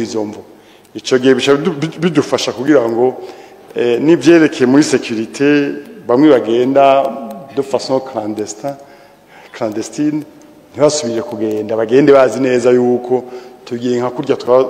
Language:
Rundi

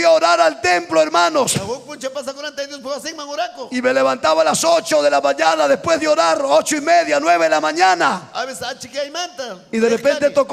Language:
Ayacucho Quechua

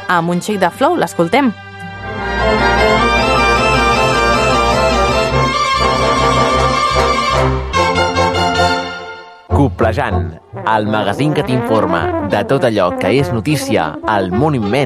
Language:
Catalan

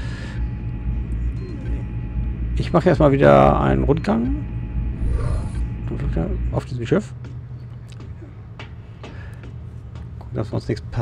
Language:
German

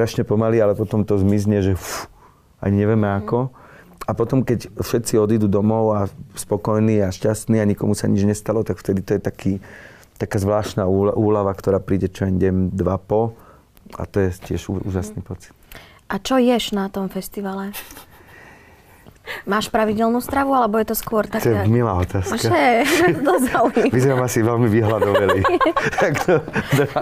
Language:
Slovak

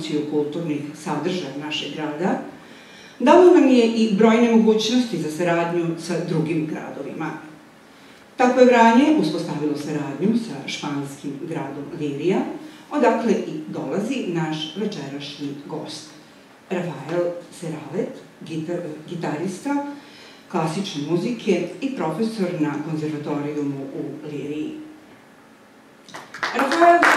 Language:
Serbian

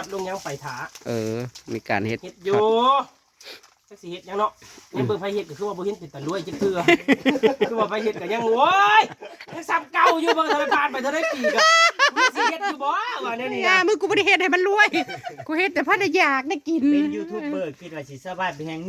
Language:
Northeastern Thai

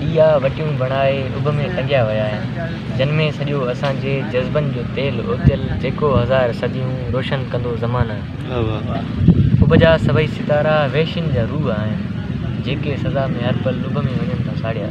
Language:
Sindhi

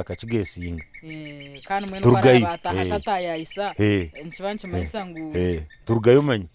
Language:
Nyankole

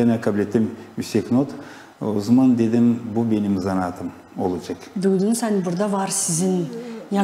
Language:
Gagauz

